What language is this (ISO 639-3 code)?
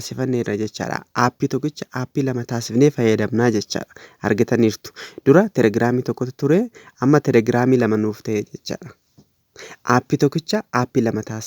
orm